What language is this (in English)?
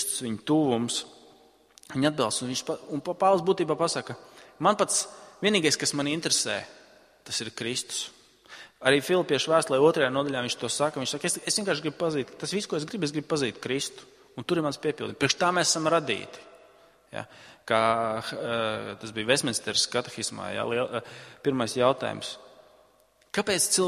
Latvian